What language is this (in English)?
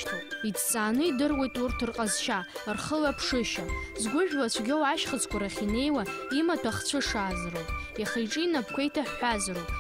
Abkhazian